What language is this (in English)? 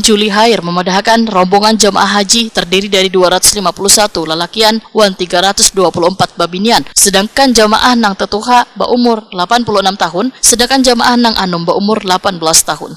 Banjar